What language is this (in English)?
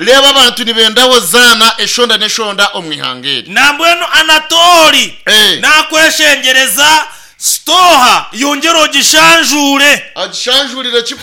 Nyankole